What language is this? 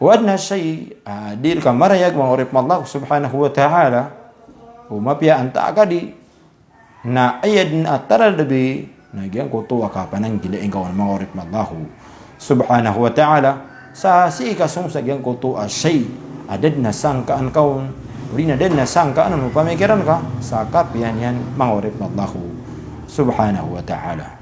Maranao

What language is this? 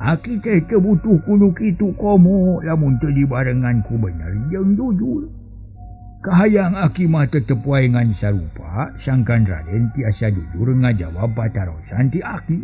Sundanese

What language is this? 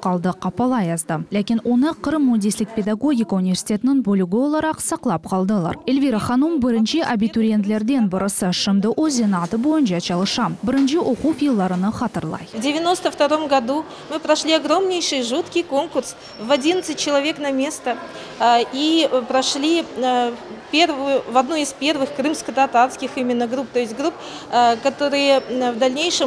Crimean Tatar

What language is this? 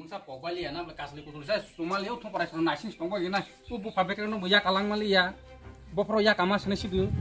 Kok Borok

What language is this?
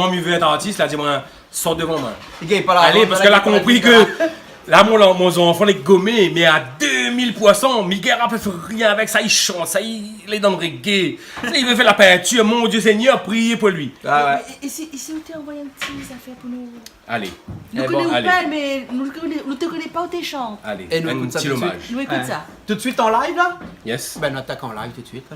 Réunion Creole French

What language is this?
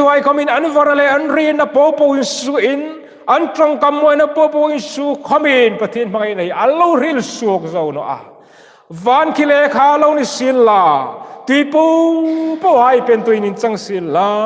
Hmar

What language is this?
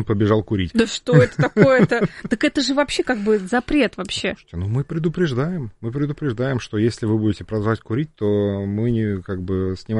Russian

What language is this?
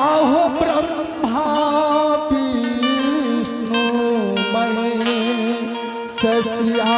Angika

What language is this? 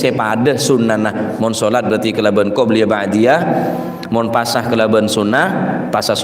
Madurese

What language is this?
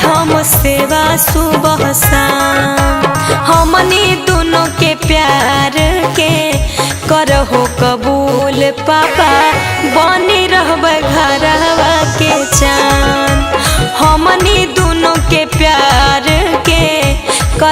Magahi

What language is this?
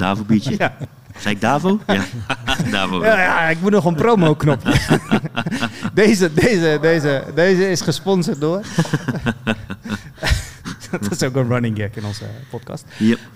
Dutch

